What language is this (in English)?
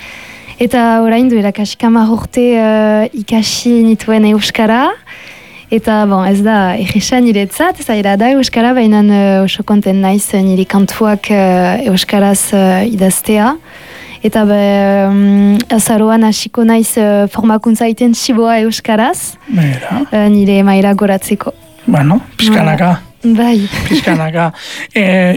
Basque